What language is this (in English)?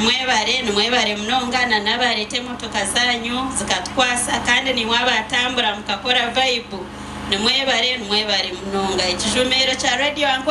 Nyankole